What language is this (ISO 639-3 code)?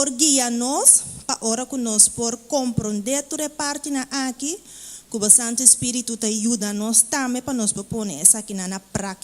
pap